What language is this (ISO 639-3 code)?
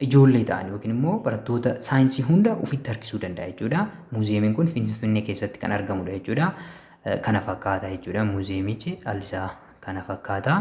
orm